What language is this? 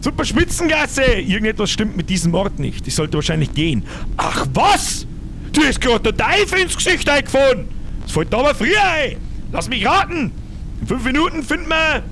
Bavarian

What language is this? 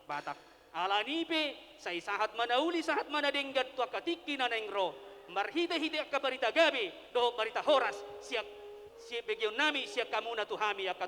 Batak Toba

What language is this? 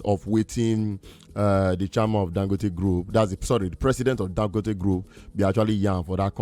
Nigerian Pidgin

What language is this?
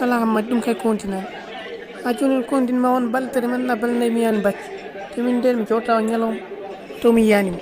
Fula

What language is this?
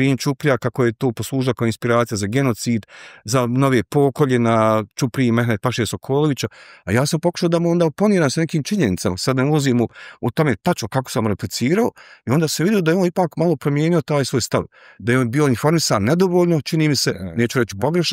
Bosnian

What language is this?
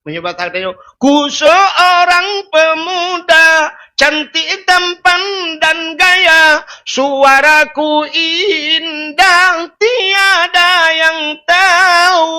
Achinese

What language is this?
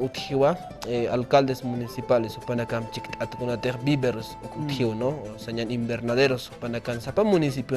Aymara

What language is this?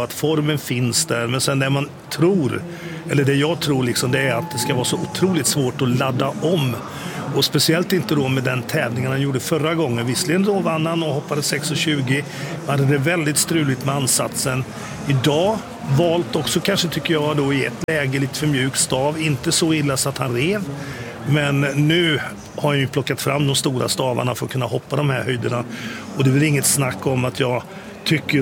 Swedish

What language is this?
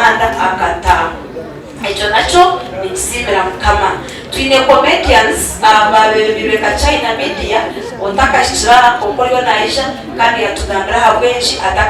Nyankole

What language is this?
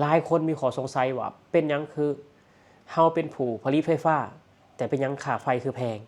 Lao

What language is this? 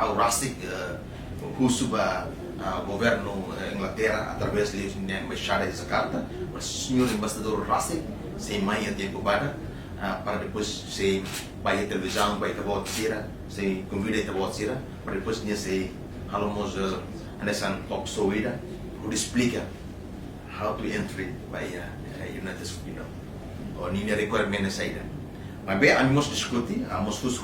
Tetum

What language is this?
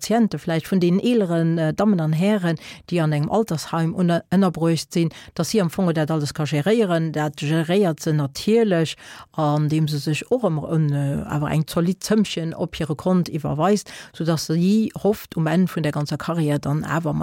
Luxembourgish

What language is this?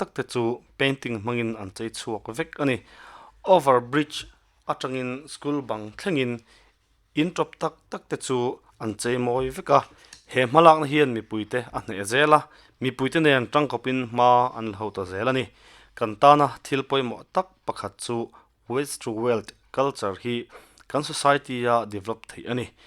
Mizo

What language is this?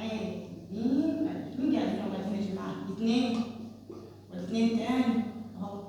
Egyptian Arabic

